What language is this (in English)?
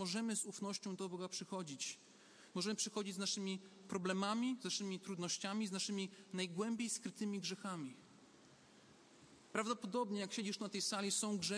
Polish